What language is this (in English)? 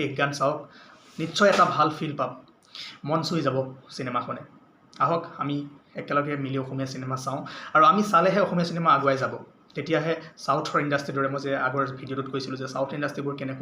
Assamese